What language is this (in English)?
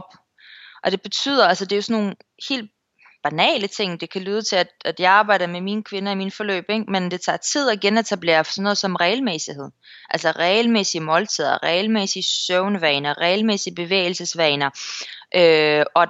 Danish